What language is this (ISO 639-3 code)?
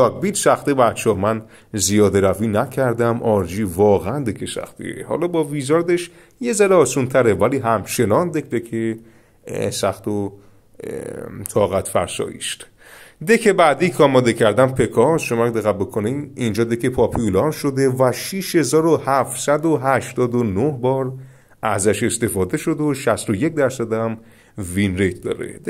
fas